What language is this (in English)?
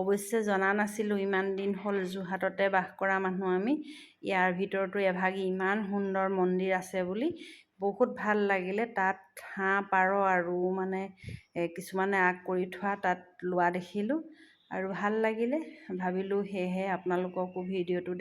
Assamese